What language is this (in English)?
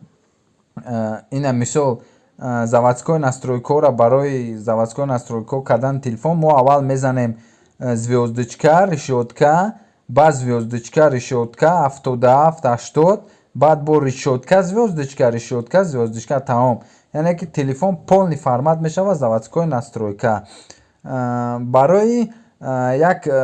Tajik